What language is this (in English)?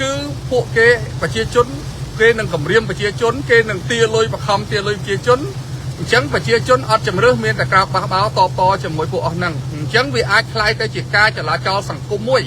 Khmer